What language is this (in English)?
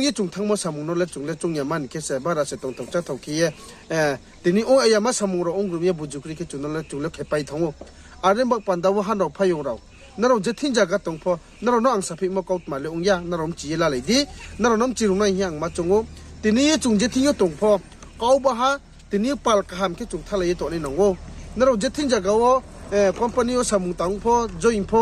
Riang (India)